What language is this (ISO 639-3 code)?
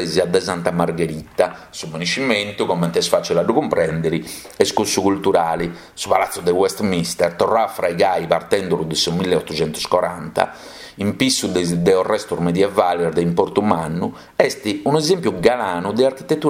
srd